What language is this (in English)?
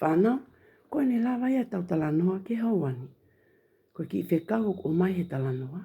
Tongan